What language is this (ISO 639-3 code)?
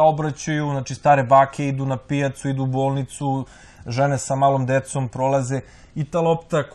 srp